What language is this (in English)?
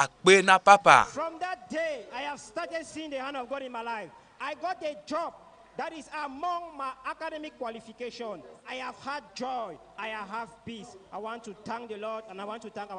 Ewe